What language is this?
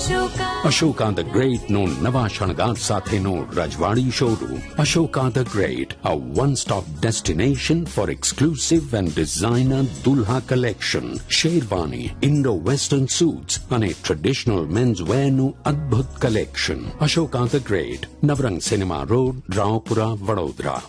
Gujarati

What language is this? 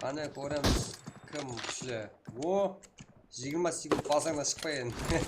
Kara-Kalpak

